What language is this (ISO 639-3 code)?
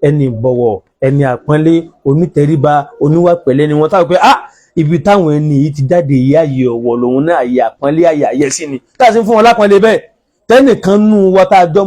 yor